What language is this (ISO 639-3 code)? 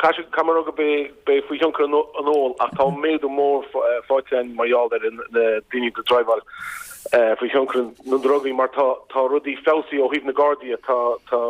gle